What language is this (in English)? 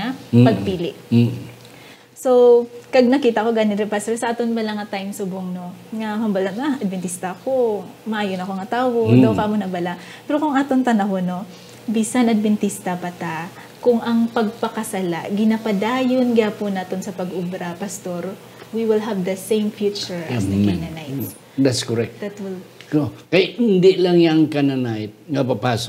Hiligaynon